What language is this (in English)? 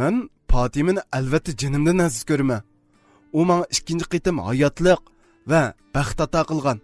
Uyghur